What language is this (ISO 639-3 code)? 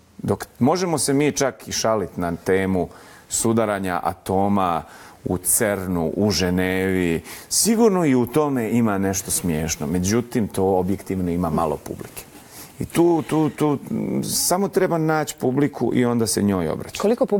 bos